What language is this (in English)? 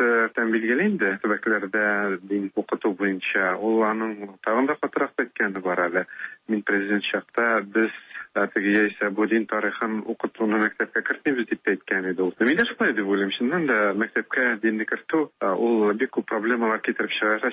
Tatar